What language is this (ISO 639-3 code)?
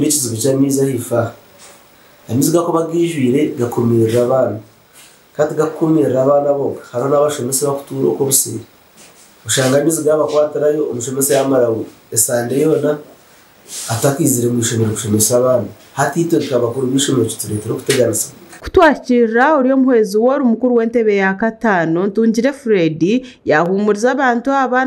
nyn